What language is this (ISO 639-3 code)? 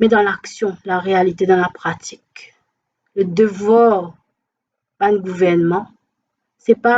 mfe